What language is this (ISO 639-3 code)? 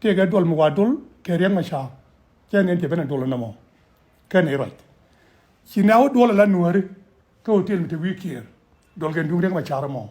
nus